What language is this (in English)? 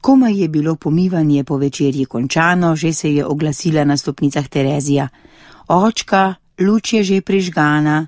Slovenian